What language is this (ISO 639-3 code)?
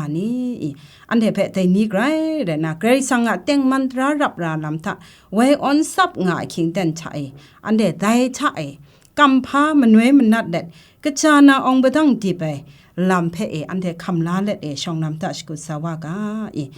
kac